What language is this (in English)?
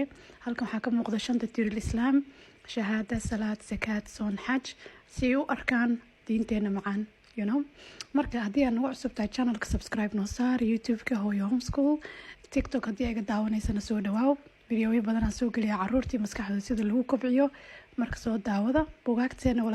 Somali